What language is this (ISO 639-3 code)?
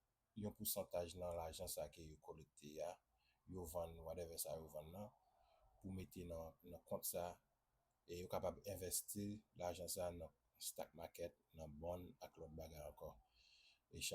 hat